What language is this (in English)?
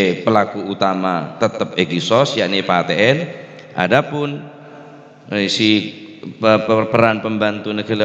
Madurese